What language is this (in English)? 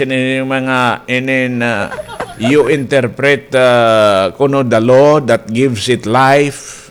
Waray